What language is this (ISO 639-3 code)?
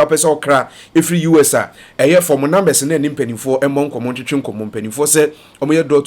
aka